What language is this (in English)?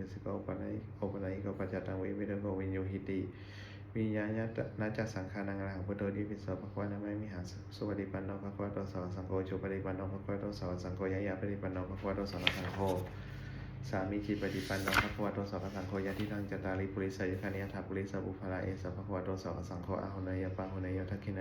Pali